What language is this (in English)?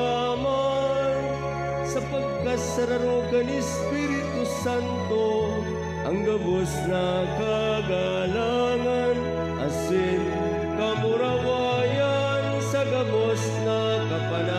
Bikol